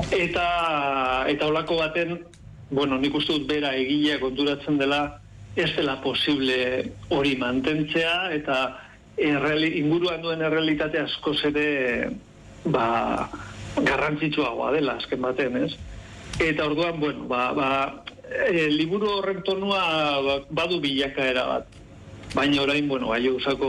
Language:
Basque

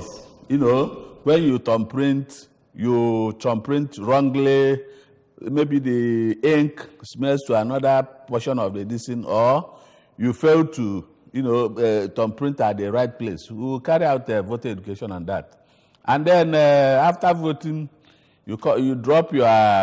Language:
English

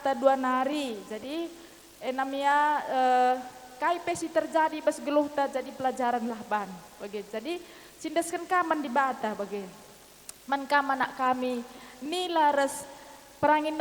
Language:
Batak Karo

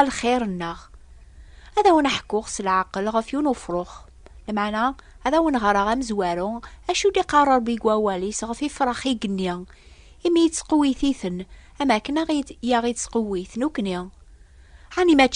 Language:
Kabyle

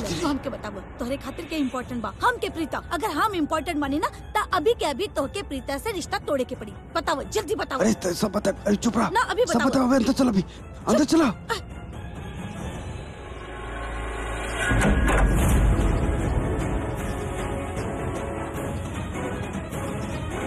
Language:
Bhojpuri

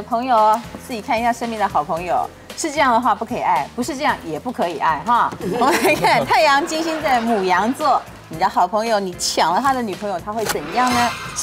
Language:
Chinese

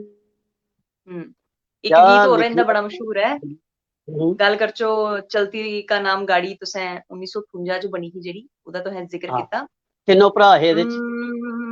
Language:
Dogri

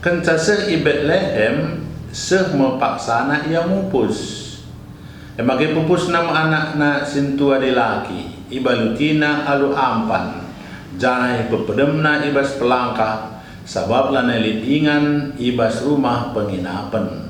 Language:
Batak Karo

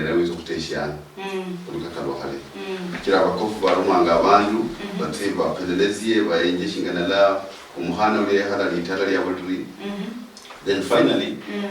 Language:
Luyia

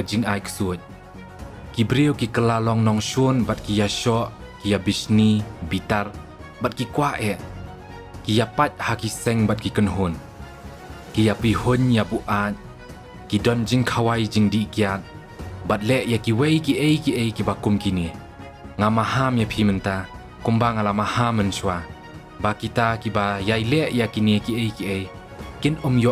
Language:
Khasi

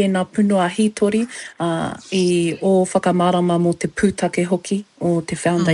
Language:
Māori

